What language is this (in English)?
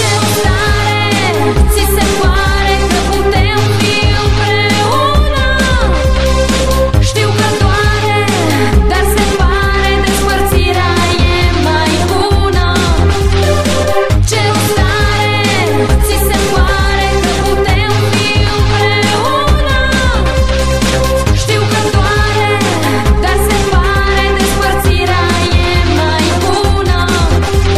Romanian